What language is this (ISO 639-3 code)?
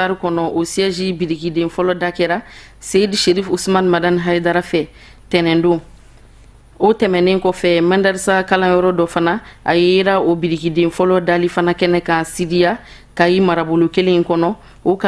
bam